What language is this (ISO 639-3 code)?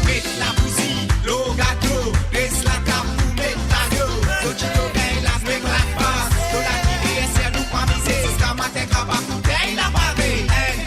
mfe